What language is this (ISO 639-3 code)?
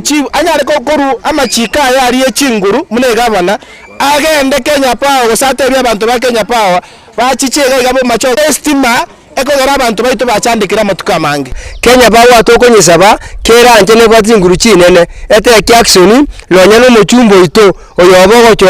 guz